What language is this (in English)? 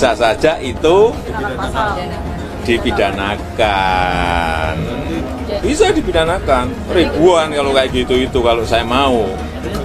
Indonesian